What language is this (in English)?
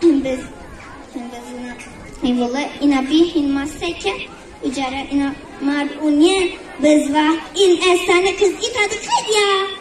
Zaza